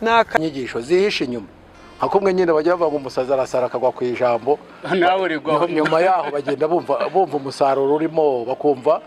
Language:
Kinyarwanda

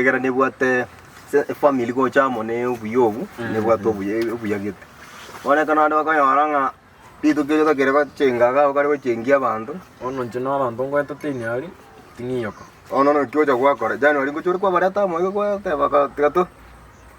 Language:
Gusii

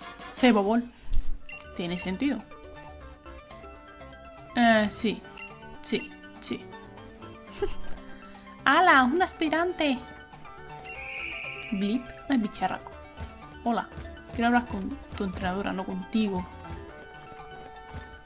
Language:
Spanish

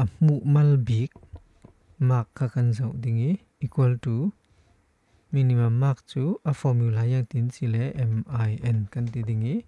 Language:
Falam Chin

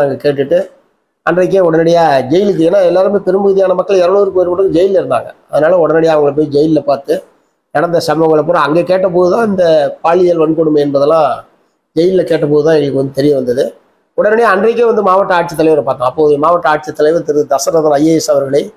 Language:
Tamil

